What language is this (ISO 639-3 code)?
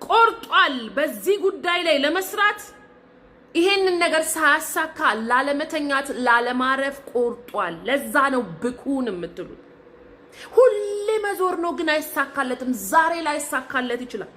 amh